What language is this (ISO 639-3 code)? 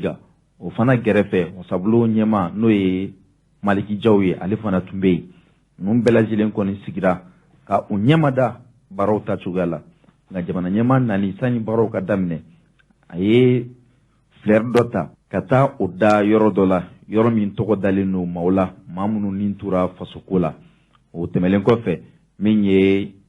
bam